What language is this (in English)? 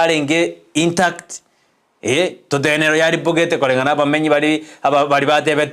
Gusii